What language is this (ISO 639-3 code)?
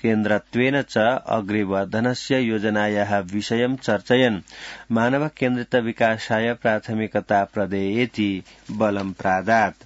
san